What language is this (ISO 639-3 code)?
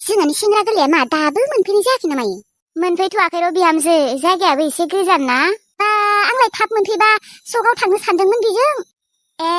brx